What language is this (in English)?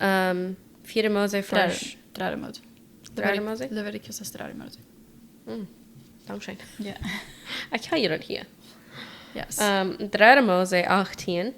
Plautdietsch